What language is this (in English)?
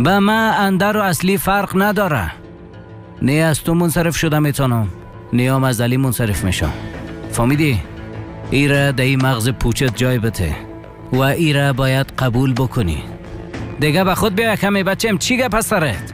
Persian